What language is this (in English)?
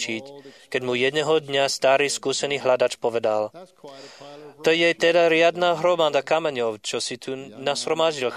Slovak